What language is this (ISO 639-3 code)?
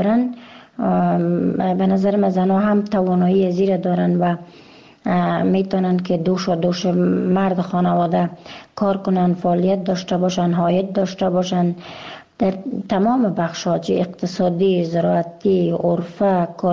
fas